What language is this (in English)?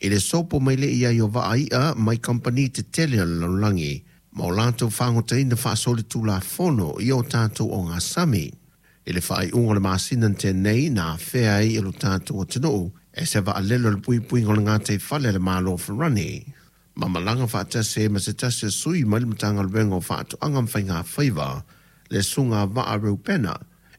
Samoan